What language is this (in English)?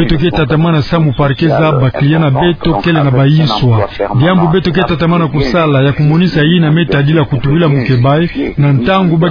Kituba (Democratic Republic of Congo)